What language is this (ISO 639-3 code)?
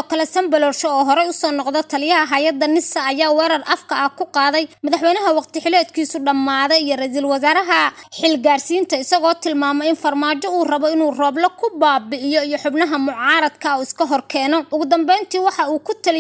som